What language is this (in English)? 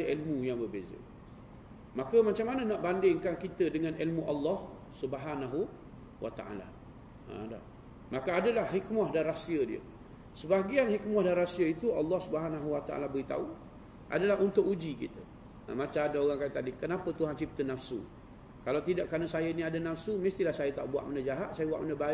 Malay